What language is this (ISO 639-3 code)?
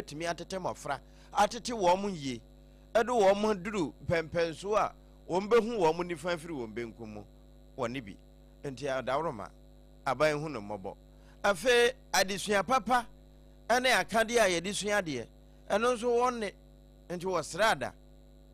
aka